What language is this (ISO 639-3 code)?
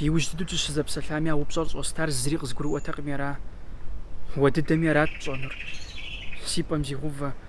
kbd